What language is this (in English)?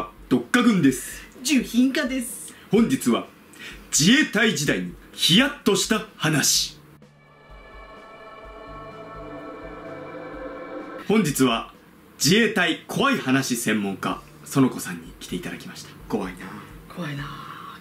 Japanese